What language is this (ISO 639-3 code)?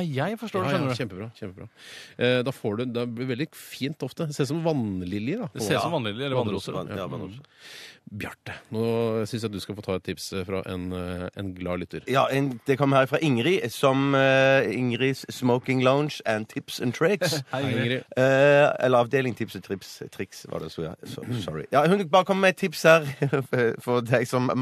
nor